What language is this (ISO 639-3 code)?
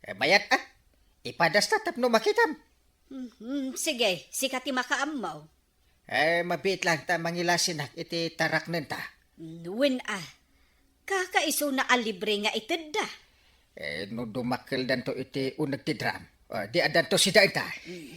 ilo